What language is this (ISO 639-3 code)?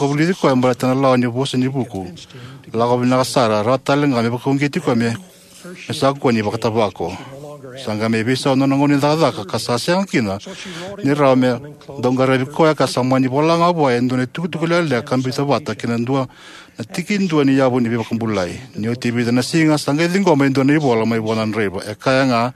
fij